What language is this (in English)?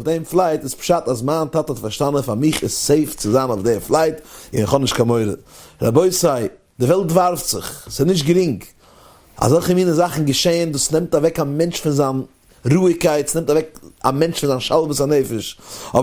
Yiddish